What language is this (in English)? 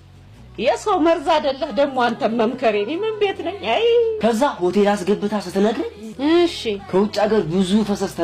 Amharic